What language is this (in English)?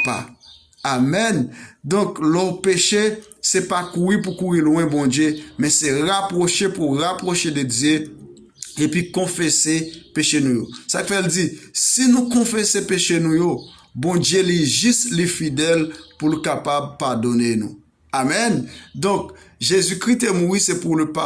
Haitian Creole